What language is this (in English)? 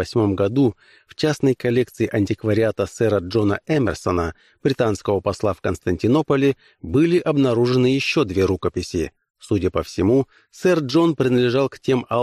Russian